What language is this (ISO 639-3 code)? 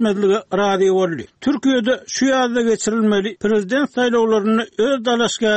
tuk